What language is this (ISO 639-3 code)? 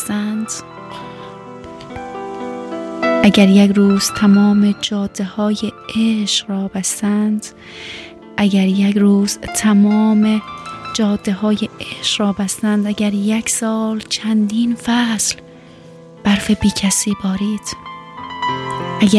fas